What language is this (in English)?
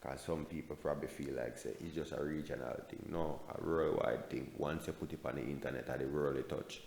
Jamaican Creole English